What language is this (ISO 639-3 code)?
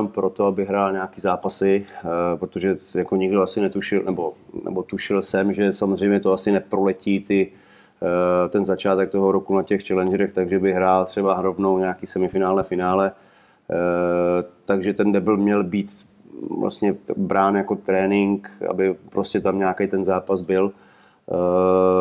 ces